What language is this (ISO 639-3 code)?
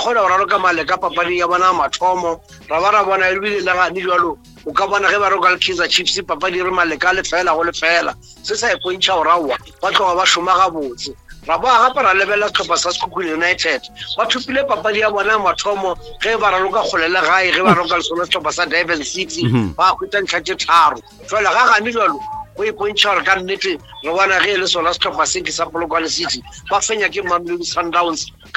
nso